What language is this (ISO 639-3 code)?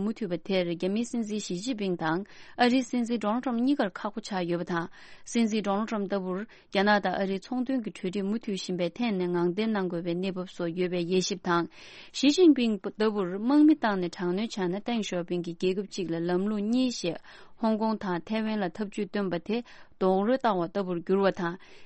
bod